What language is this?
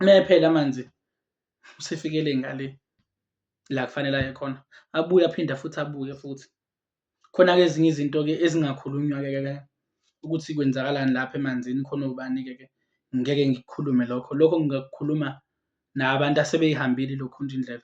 Zulu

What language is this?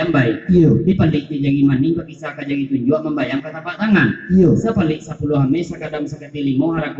Minangkabau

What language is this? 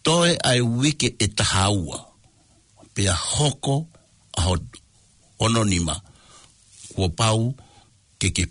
Tongan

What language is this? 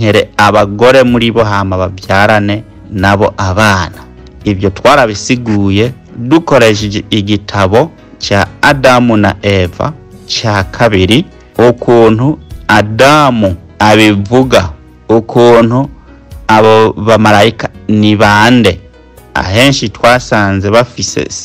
Rundi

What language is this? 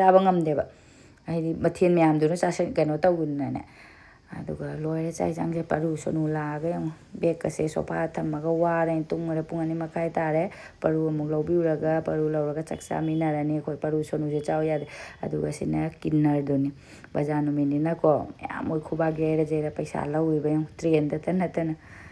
Manipuri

